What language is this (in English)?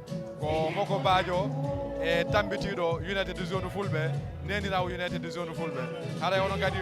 Fula